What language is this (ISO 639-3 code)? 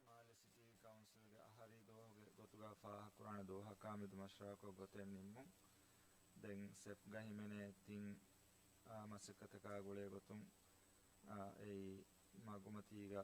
div